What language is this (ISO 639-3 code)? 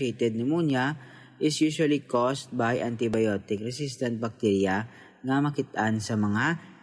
hil